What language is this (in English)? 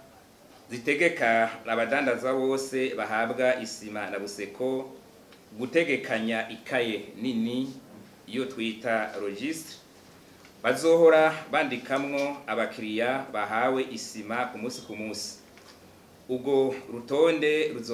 Rundi